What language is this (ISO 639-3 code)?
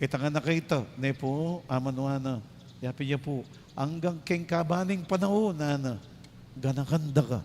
pam